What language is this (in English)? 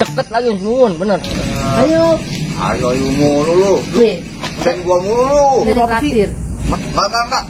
Betawi